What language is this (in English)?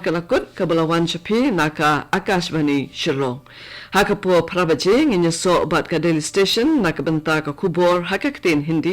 Khasi